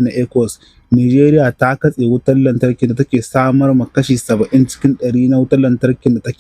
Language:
Hausa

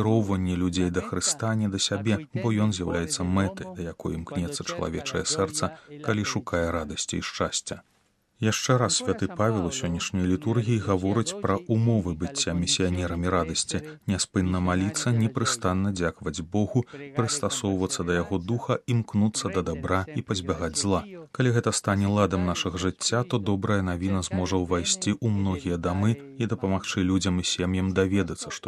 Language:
Belarusian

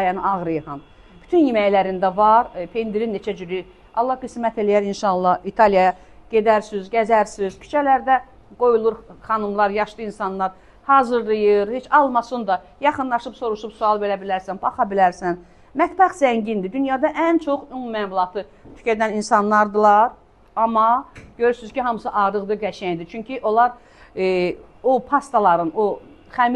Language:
Azerbaijani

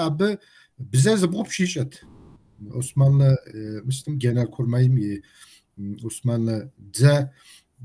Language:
Kabardian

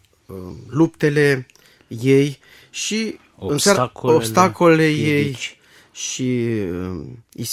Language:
Romanian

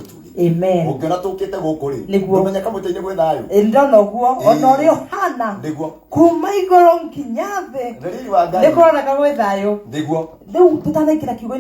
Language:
Kikuyu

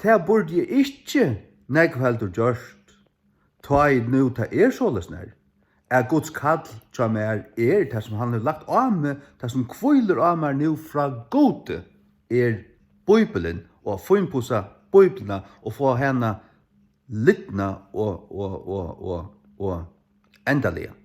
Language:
Faroese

